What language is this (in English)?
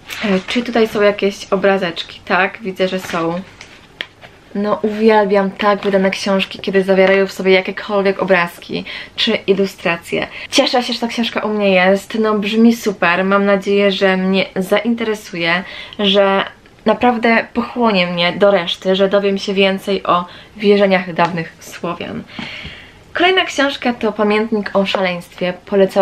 Polish